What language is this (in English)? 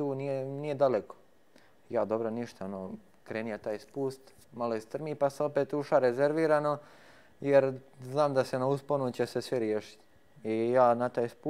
Croatian